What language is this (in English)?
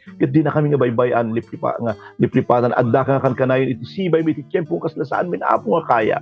Iloko